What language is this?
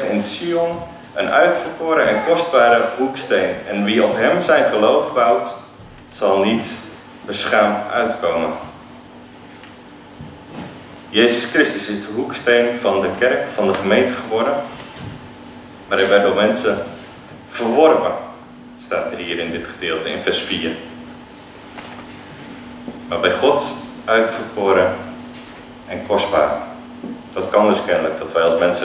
Dutch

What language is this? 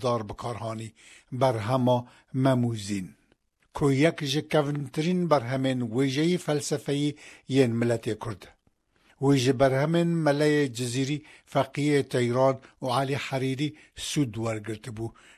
Kurdish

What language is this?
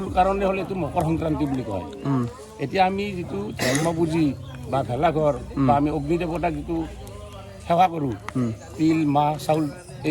Assamese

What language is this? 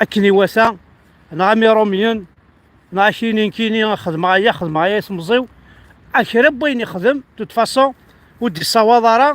Kabyle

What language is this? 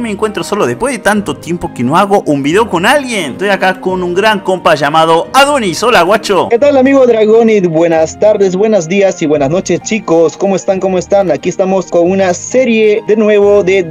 Spanish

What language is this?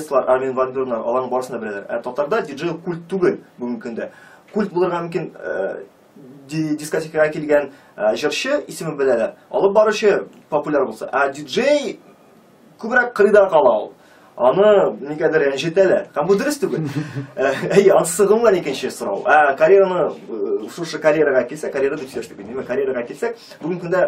Tatar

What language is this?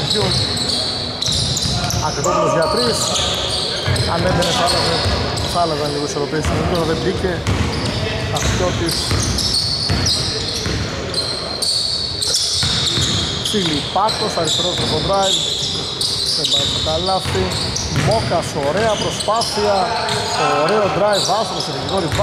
Greek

